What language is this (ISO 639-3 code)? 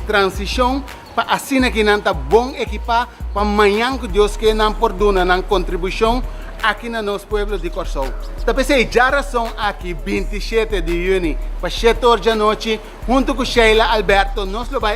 pap